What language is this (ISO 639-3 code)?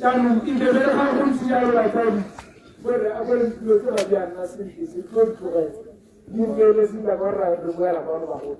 tsn